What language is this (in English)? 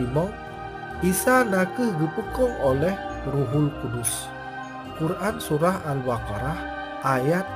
Achinese